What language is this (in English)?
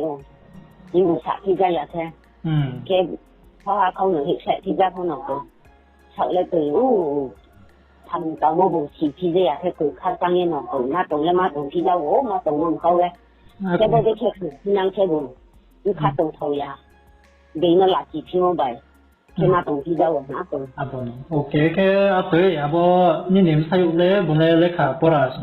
Riang (India)